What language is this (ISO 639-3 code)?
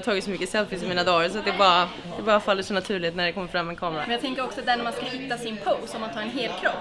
swe